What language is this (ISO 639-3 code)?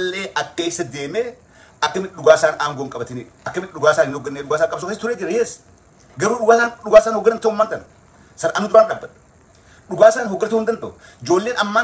orm